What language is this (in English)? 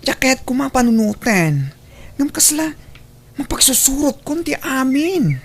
Iloko